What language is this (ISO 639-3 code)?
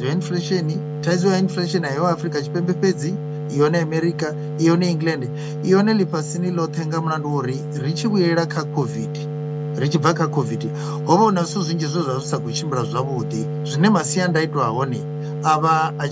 ven